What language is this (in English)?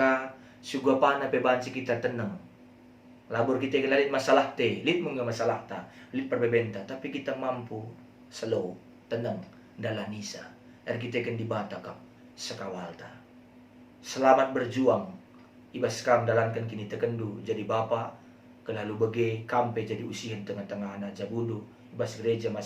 Batak Karo